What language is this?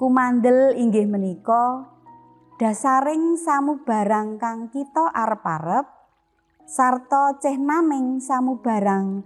Javanese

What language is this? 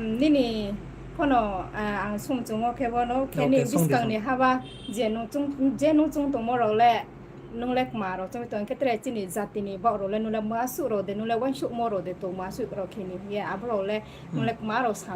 Riang (India)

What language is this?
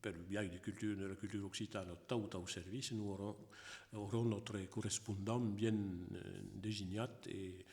Occitan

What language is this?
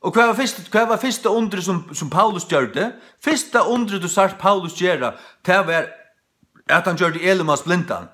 Faroese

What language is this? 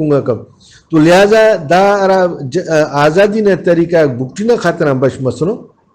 Brahui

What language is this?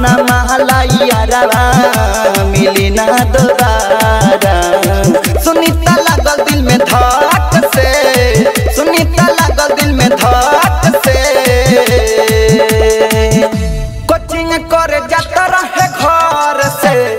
Bhojpuri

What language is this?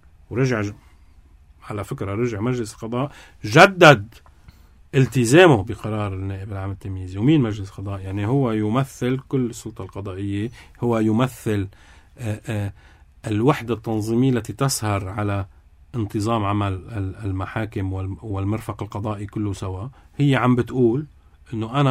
North Levantine Arabic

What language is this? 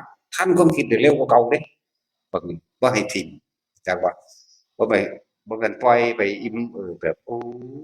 Northeastern Thai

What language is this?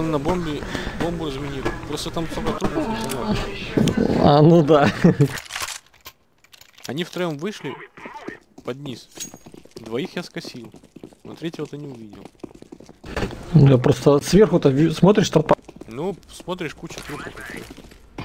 Russian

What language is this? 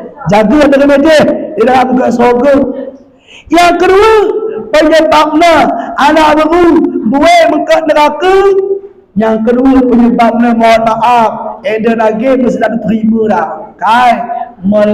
Batak Alas-Kluet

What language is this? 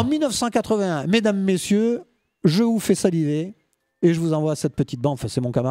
French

